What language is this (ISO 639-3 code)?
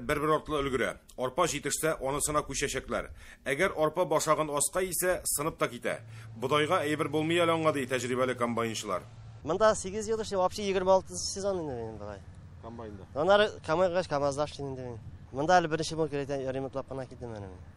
tat